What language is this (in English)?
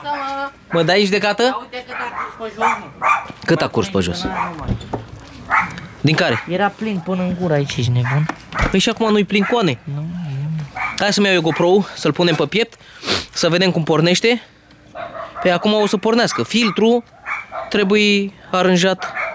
Romanian